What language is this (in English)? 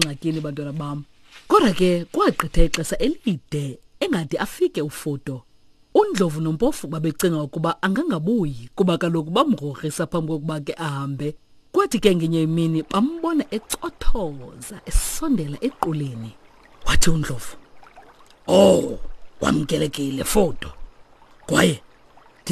Xhosa